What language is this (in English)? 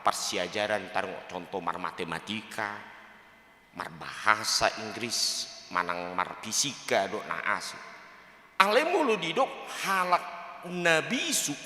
Batak Toba